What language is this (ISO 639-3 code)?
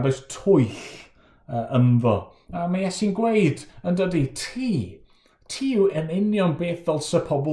cym